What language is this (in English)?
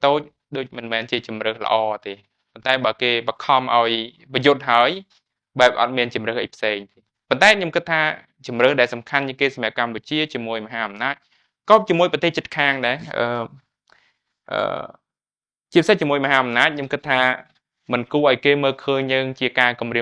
Khmer